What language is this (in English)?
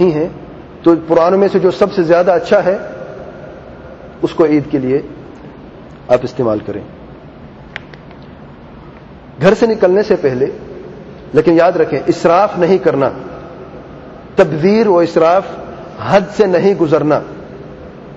Urdu